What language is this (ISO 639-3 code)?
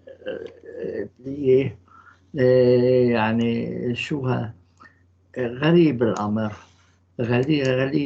apc